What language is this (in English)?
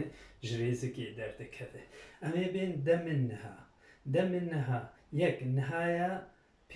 Kurdish